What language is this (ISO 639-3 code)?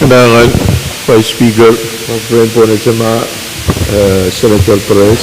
pon